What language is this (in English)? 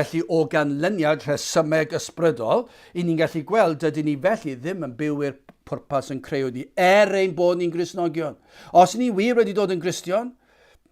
Welsh